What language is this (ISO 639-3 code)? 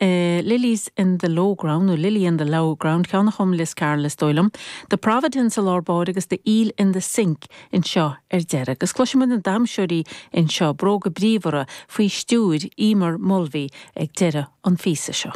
gle